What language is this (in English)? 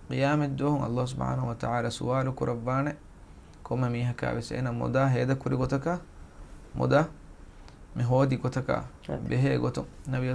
Divehi